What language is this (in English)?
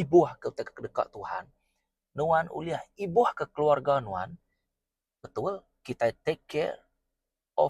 Iban